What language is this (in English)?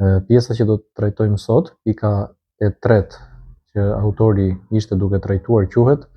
Albanian